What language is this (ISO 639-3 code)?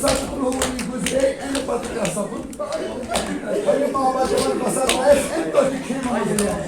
kas